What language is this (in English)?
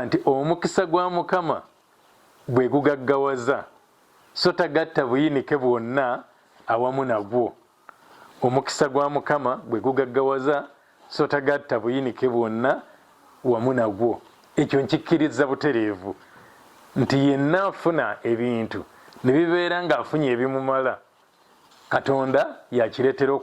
Ganda